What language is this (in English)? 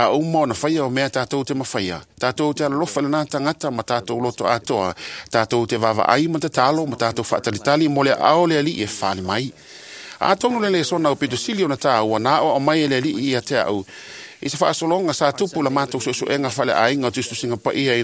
Samoan